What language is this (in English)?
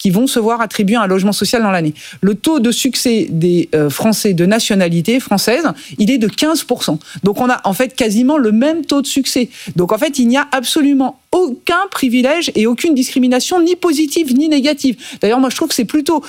French